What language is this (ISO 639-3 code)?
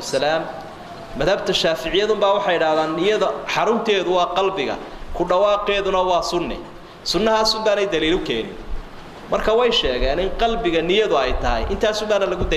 som